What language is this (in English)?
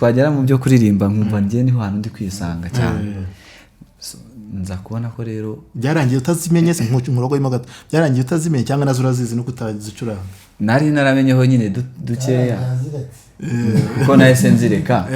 Kinyarwanda